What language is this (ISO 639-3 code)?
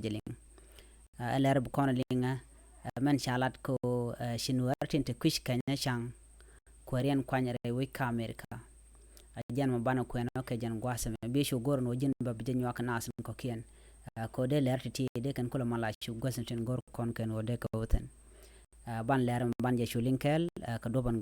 nus